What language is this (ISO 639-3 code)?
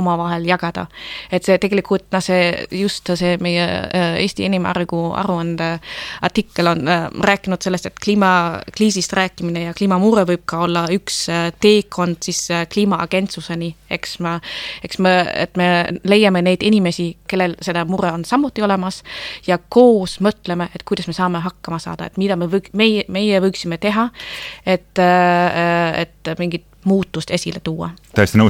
est